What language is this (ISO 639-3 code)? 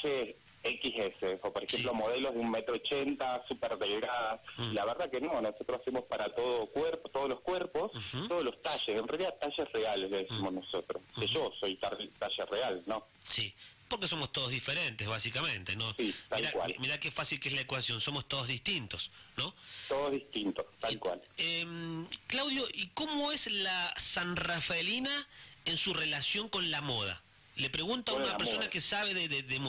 spa